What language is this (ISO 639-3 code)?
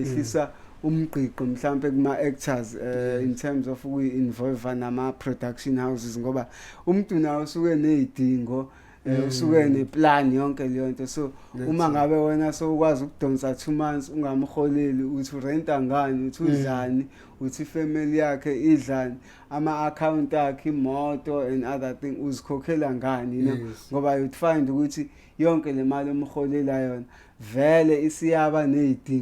zul